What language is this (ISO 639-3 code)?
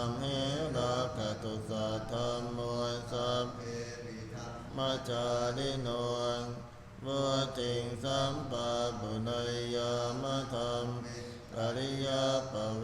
pli